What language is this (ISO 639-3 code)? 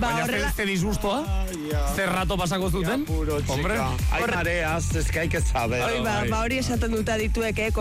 eus